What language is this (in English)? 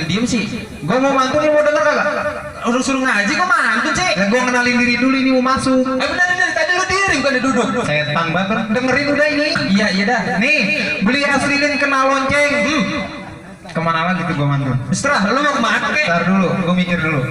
Betawi